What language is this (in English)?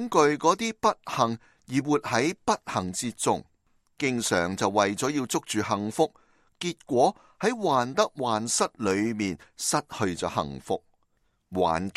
Cantonese